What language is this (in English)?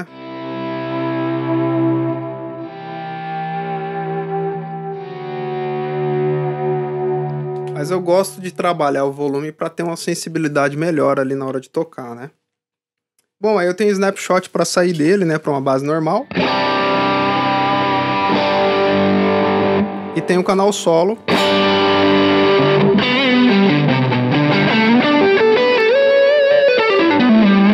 Portuguese